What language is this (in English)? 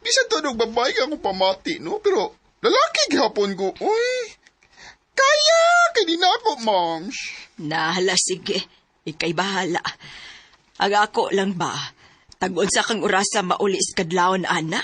Cebuano